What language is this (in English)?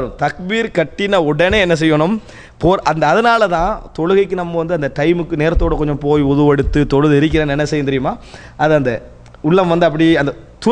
Tamil